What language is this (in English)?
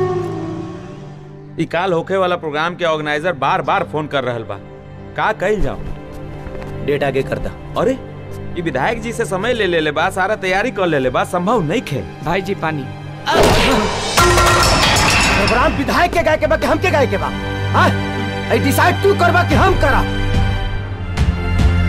Bhojpuri